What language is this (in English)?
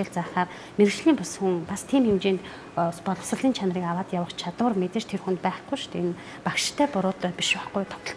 Mongolian